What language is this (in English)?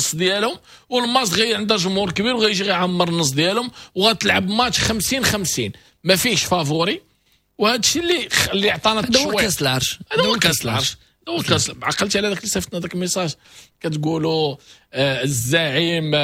Moroccan Arabic